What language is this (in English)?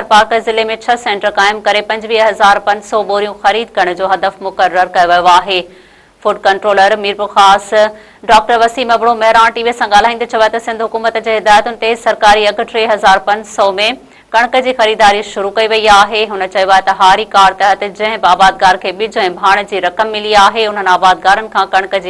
Sindhi